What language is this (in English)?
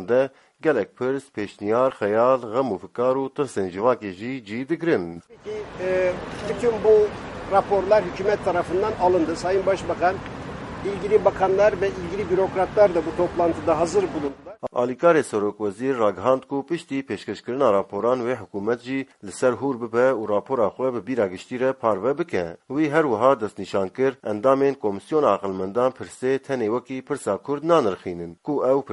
Kurdish